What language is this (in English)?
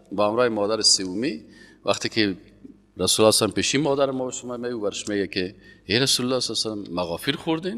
Persian